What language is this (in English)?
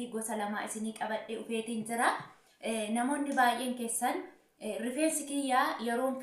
Oromo